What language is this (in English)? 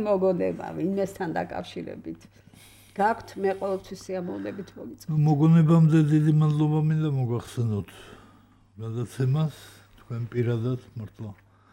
Georgian